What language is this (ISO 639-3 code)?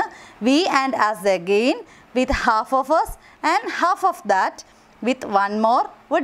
mal